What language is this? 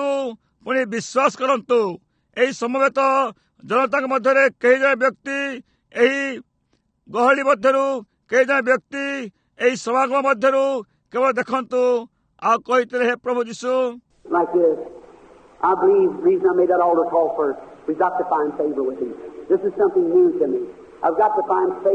Odia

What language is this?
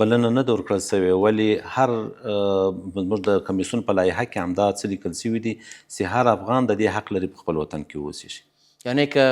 Pashto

